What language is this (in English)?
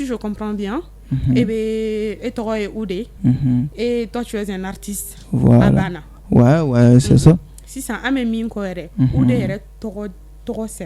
Bambara